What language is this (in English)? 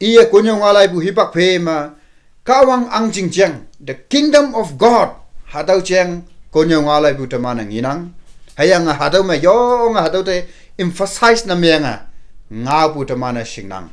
Konyak Naga